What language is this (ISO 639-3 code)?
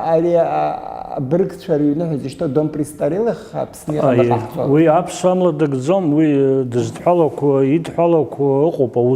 abk